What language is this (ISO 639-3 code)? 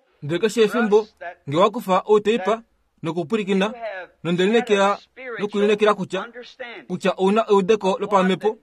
kua